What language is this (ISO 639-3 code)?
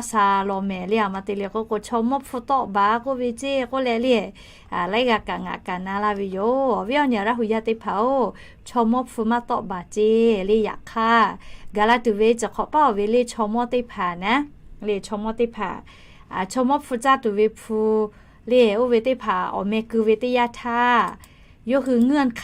lhu